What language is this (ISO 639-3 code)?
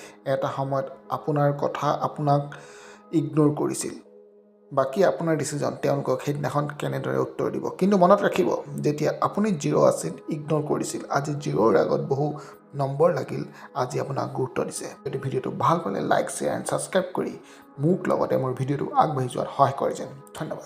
asm